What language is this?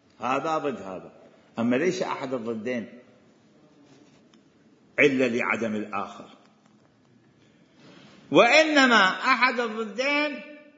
Arabic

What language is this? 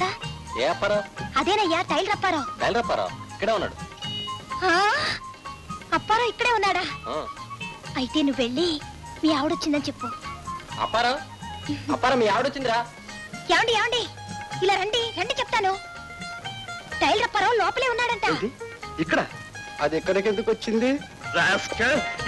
Telugu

